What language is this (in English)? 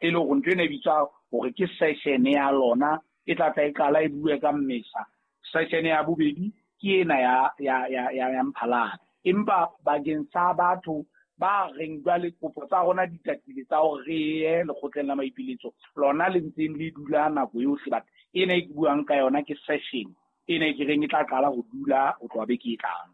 Southern Sotho